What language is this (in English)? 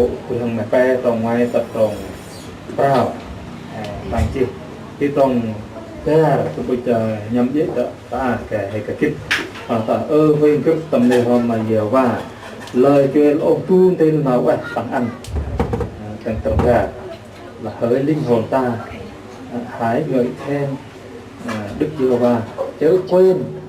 Central Mnong